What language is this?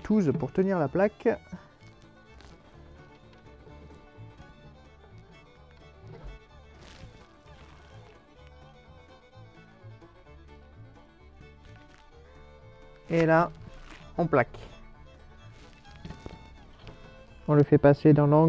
French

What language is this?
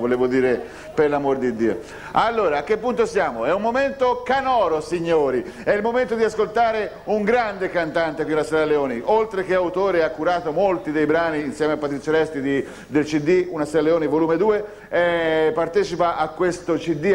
Italian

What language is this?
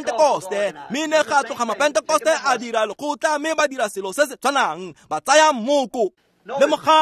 Tswana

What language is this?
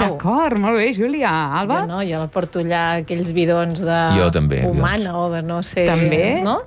Catalan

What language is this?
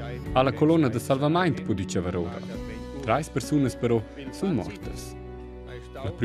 Romansh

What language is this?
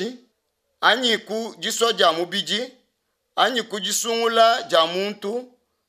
Luba-Lulua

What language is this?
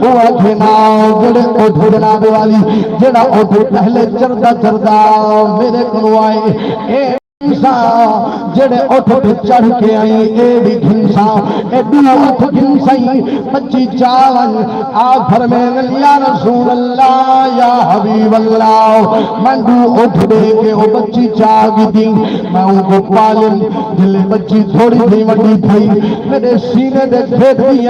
Saraiki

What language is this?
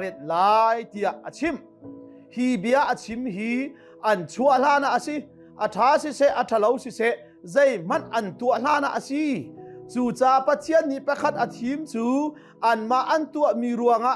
Hakha Chin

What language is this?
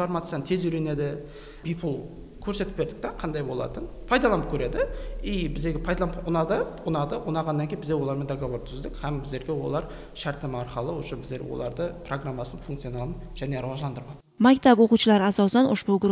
Kara-Kalpak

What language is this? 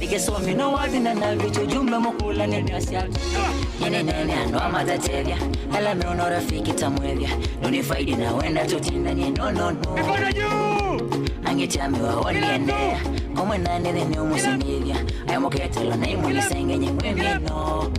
Kamba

